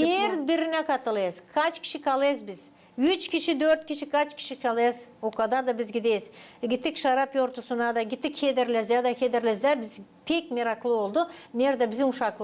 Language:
Gagauz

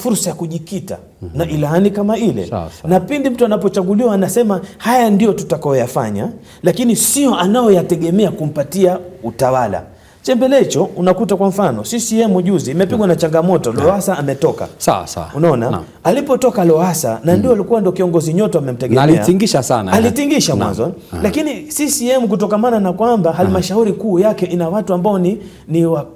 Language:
Swahili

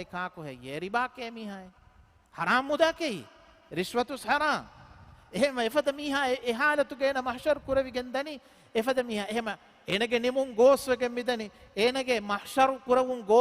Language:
Divehi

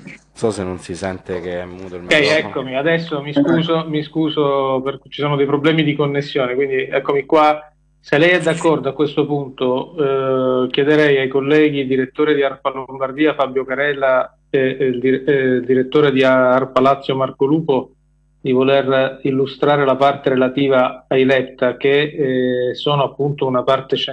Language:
Italian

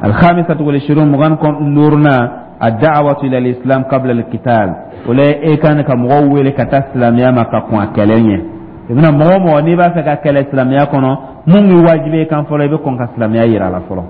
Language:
Dyula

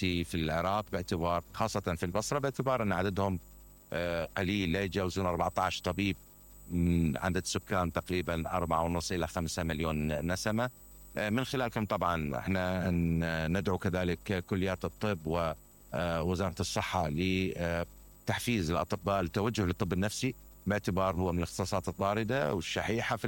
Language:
Mesopotamian Arabic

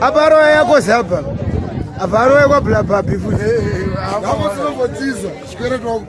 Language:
Shona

